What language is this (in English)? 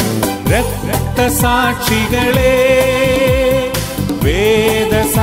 Malayalam